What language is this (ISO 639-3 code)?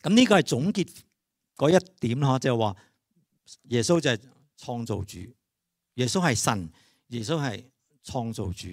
yue